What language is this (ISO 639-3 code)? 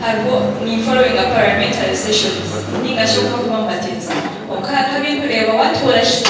nyn